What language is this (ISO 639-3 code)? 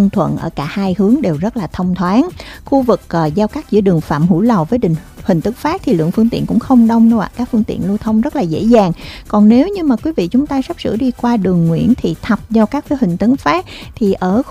vie